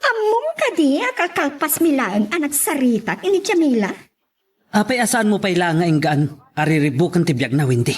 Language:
Iloko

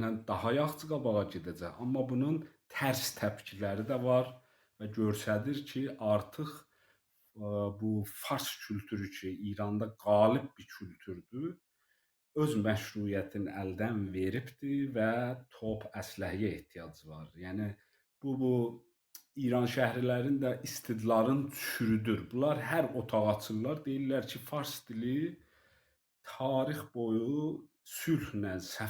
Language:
South Azerbaijani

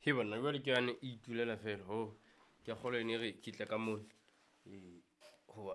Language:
Southern Sotho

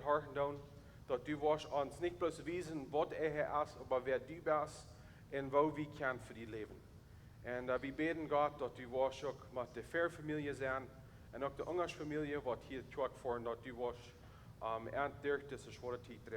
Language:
Plautdietsch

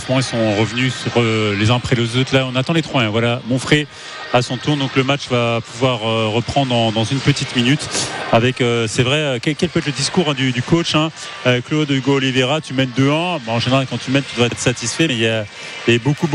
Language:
French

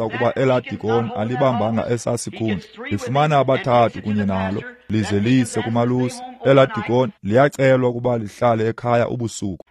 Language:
Xhosa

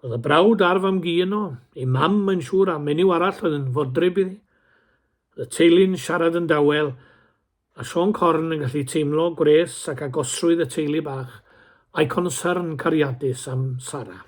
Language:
Welsh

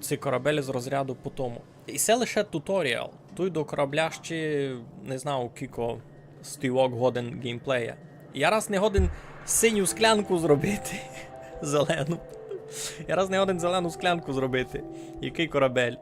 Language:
Rusyn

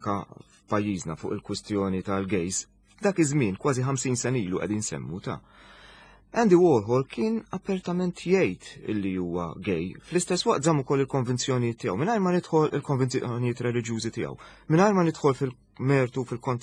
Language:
Maltese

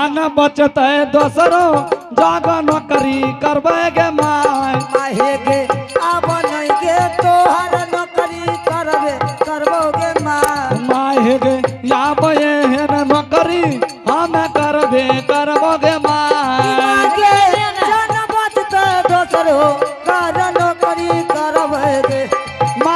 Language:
Angika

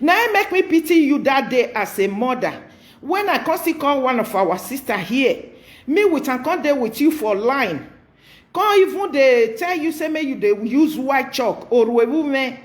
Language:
Nigerian Pidgin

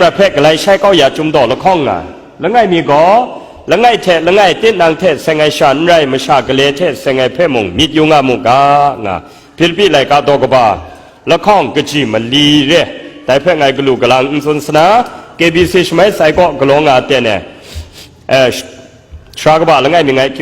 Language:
Kachin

